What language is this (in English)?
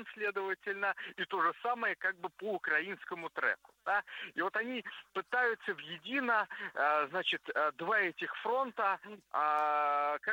Russian